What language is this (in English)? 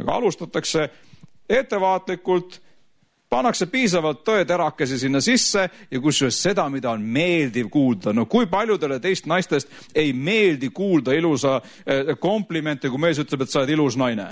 Estonian